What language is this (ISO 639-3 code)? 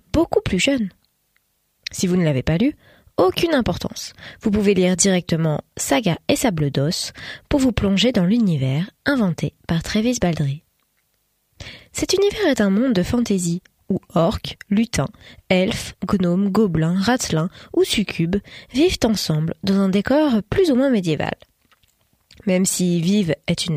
fra